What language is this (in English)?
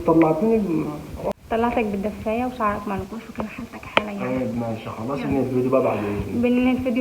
Egyptian Arabic